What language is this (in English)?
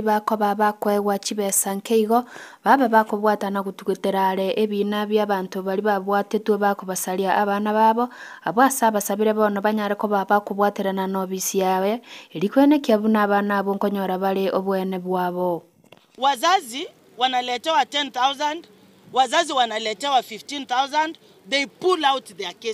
Gusii